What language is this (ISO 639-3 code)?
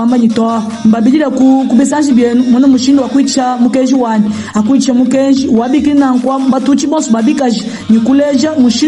lua